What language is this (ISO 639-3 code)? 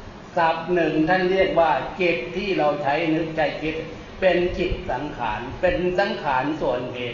tha